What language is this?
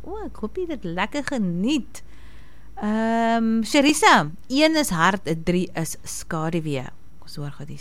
Afrikaans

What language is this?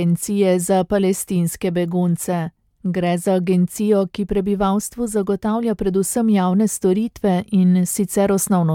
Slovenian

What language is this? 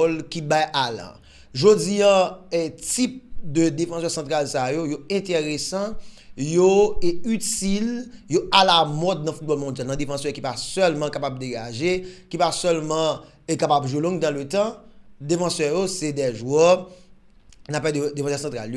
Haitian Creole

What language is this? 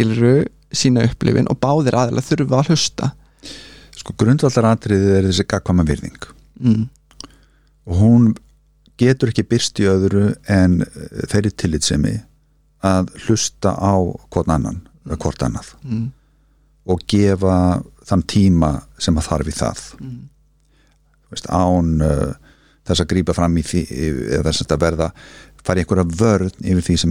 Icelandic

